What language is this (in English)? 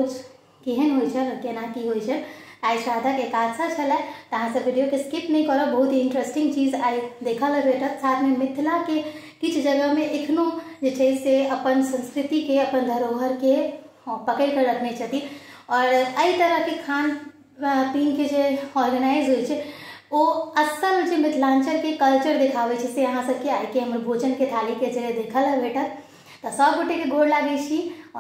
Maithili